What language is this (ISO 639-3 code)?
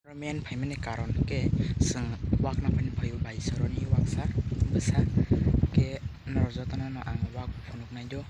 trp